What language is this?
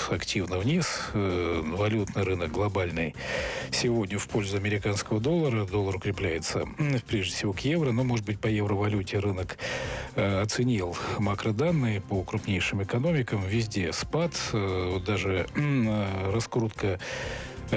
Russian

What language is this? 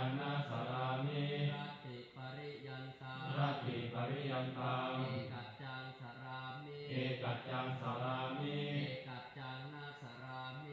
Pali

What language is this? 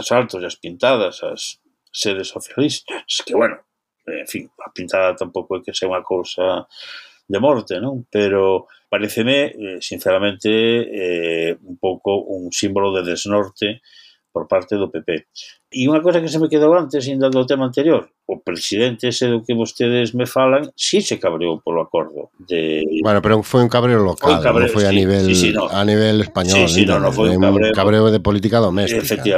Galician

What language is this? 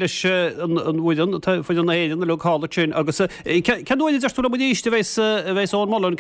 Irish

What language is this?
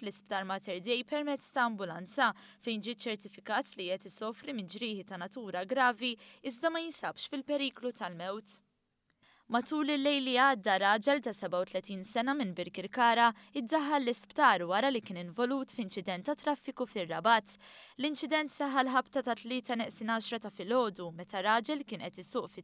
Maltese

